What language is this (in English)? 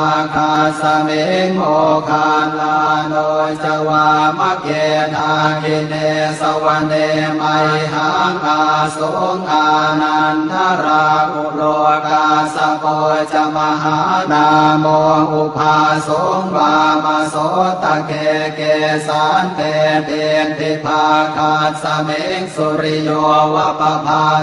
Pali